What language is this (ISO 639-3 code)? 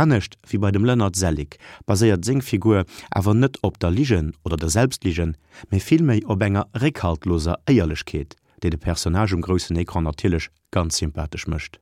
ltz